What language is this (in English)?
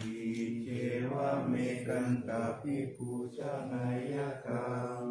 Pali